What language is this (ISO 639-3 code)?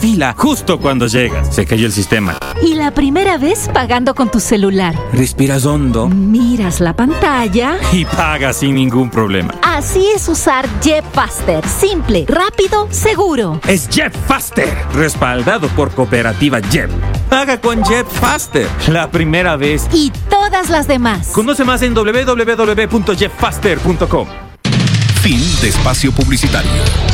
spa